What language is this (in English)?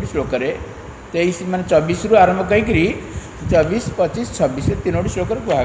Odia